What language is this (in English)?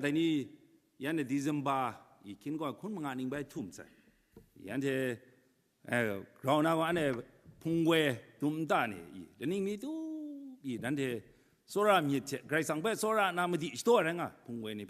Kachin